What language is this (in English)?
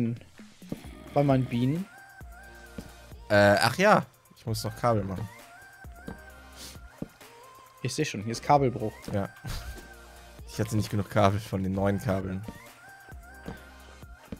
German